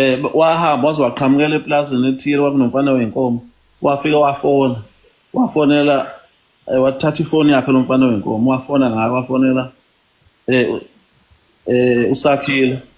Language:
Zulu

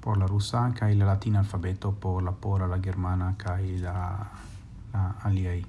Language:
Esperanto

